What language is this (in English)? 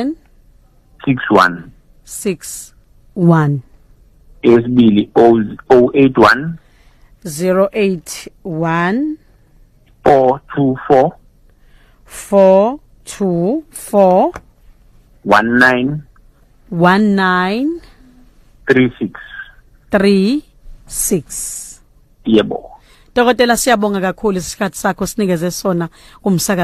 Zulu